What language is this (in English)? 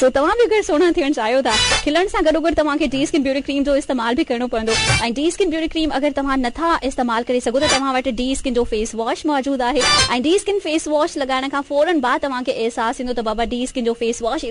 Sindhi